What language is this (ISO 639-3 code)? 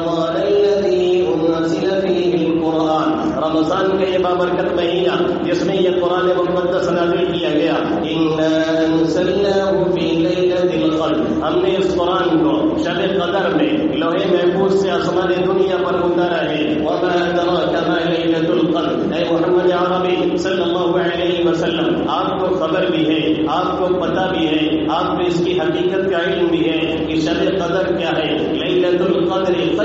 urd